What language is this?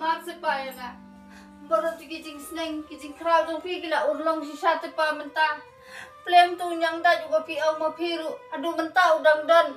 Khasi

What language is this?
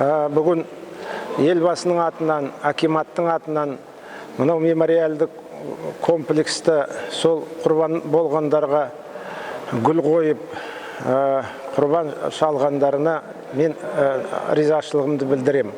Kazakh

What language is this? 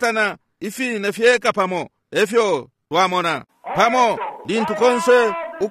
Bemba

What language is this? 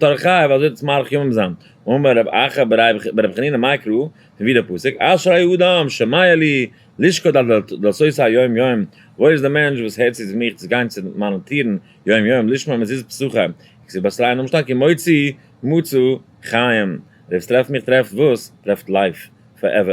Yiddish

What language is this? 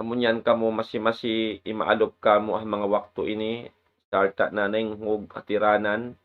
Tausug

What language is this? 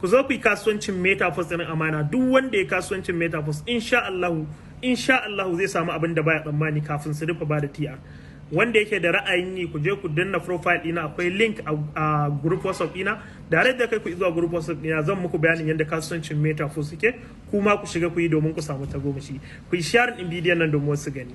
Hausa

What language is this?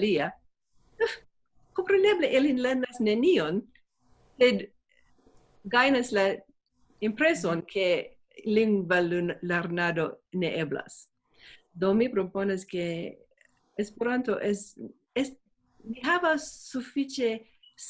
Esperanto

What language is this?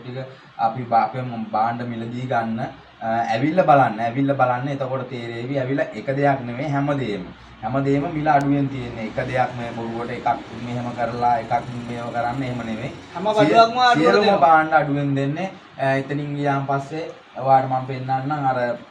Sinhala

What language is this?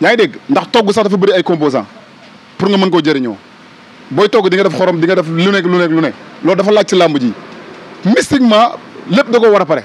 Wolof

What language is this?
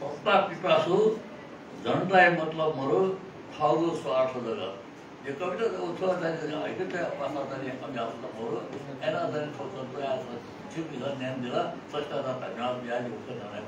Newari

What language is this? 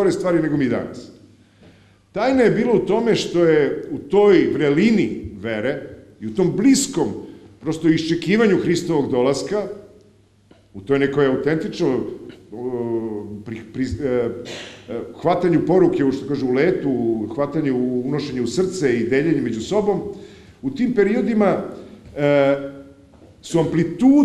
Serbian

